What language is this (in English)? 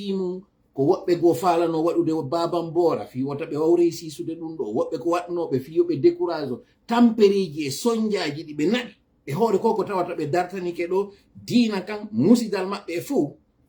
Fula